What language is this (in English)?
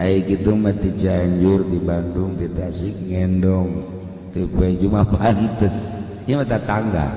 Sundanese